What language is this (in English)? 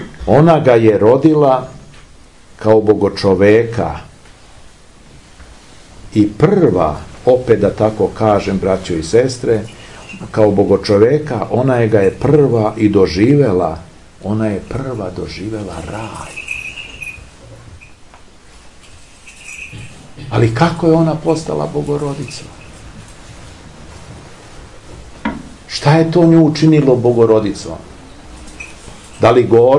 Serbian